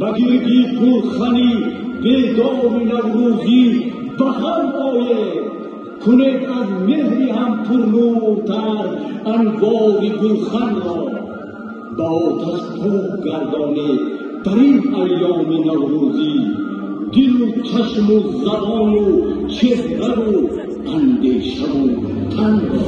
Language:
Tajik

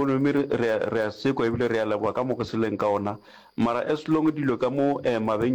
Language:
Northern Sotho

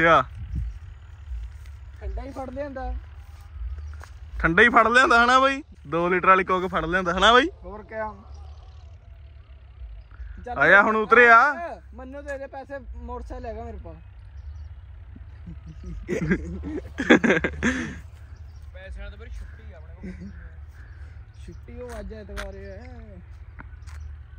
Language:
Punjabi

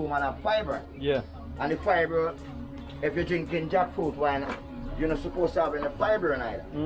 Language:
Jamaican Creole English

